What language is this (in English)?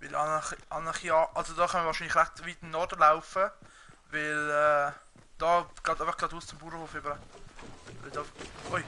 Swiss German